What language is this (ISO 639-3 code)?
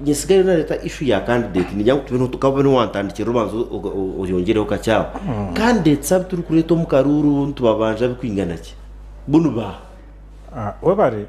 nyn